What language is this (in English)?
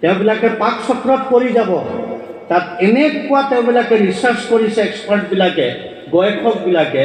Assamese